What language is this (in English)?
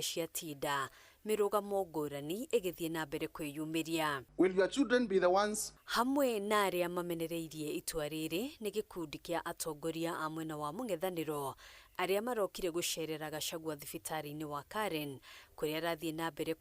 Kikuyu